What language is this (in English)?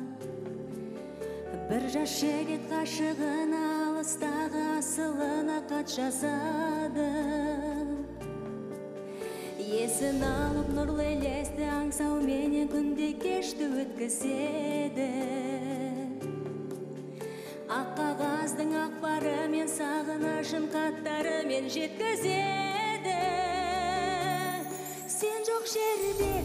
Kazakh